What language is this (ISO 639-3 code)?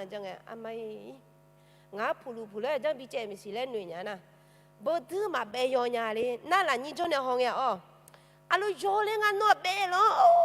ahk